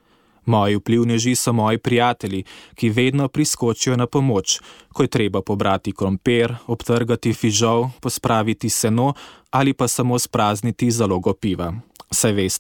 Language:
Slovenian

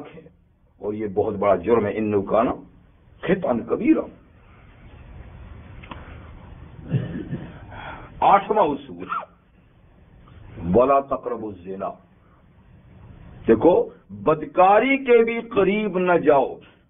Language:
Urdu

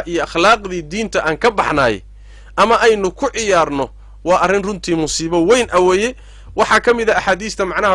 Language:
Somali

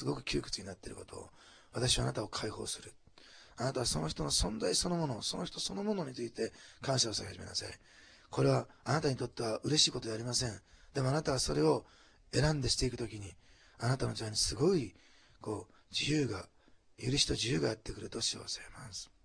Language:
Japanese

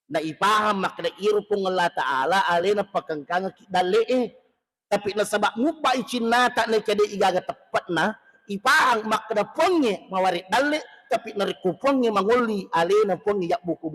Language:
Buginese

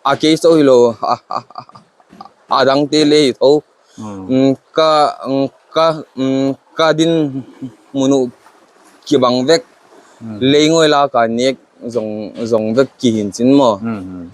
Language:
Paite Chin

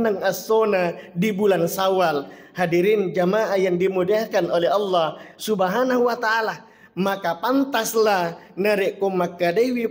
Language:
Buginese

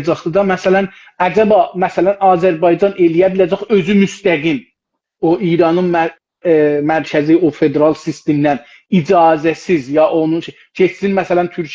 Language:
South Azerbaijani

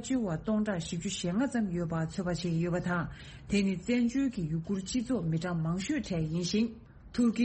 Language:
Tibetan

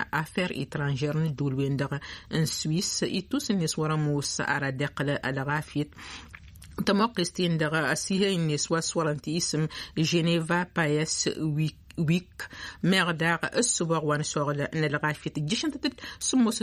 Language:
Tamasheq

